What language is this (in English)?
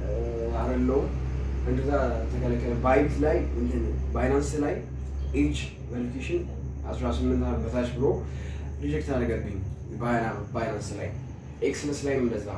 Amharic